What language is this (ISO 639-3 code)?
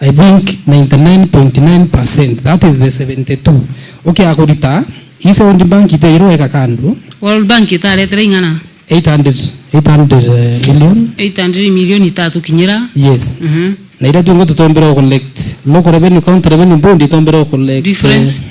mer